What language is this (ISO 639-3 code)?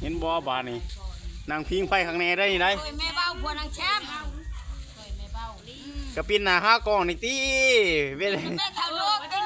lao